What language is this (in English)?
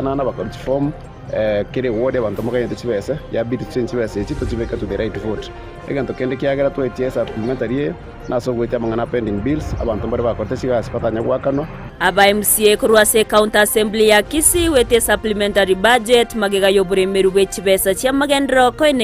Gusii